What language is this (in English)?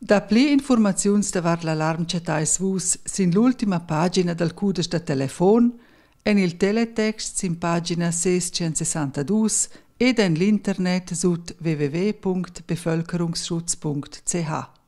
Romansh